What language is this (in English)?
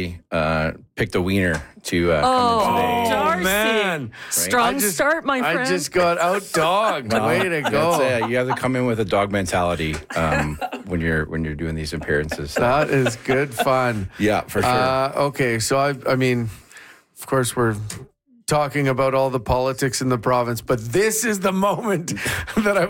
English